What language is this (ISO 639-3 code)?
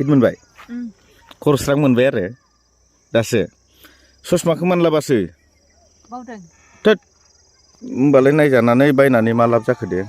brx